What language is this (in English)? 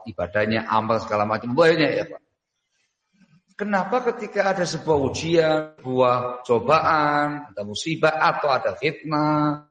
Indonesian